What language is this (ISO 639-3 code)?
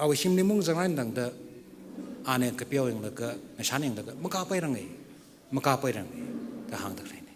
nmf